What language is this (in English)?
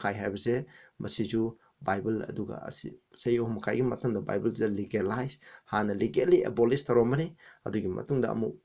Manipuri